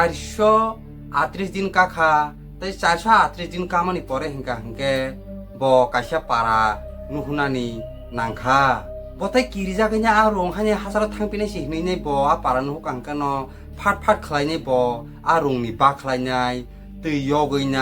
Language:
Kok Borok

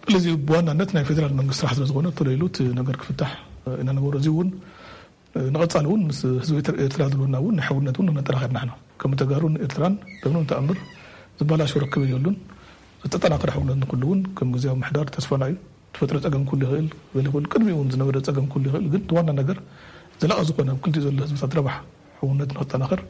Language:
Tigrinya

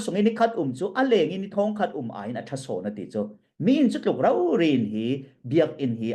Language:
Falam Chin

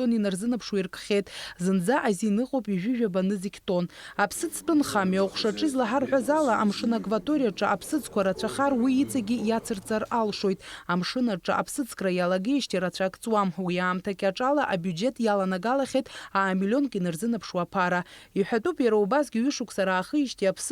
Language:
Abkhazian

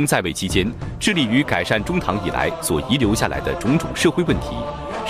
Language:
Chinese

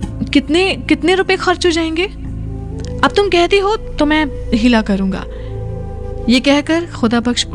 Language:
Hindi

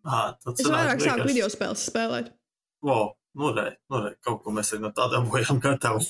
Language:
Latvian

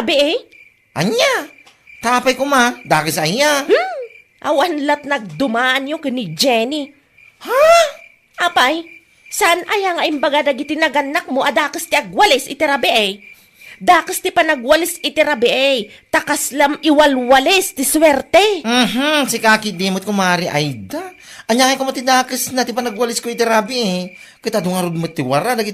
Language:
Iloko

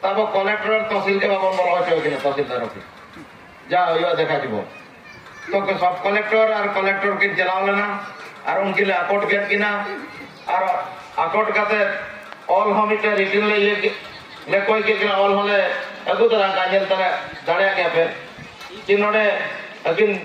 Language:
Santali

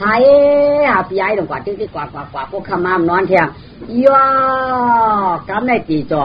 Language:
Shan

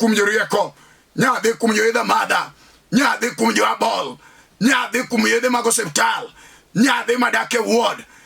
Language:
Luo (Kenya and Tanzania)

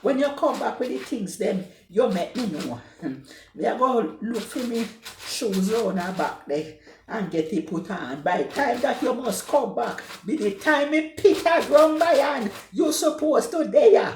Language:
Jamaican Creole English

